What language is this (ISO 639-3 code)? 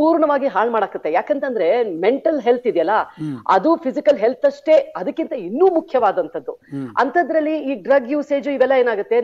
kan